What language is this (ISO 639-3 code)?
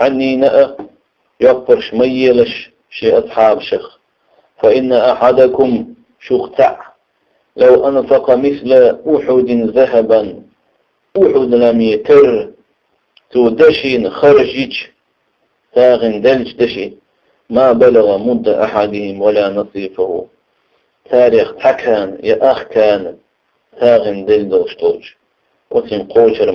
che